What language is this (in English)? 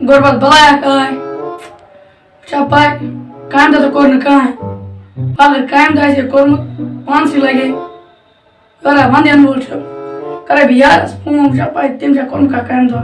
Kashmiri